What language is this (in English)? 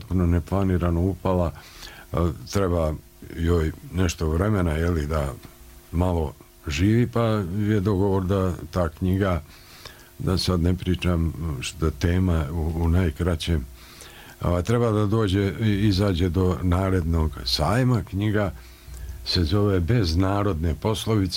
Serbian